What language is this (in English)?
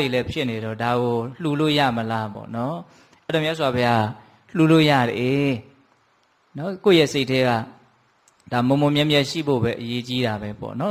Burmese